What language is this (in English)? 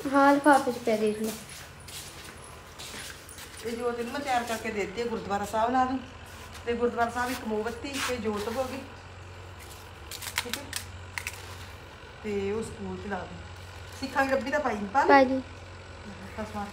Punjabi